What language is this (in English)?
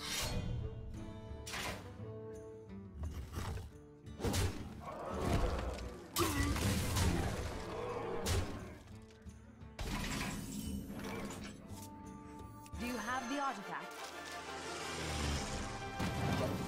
English